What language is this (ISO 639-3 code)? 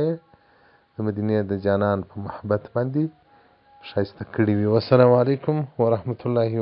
pus